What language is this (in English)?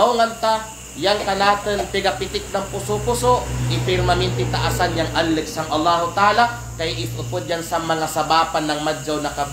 Kalagan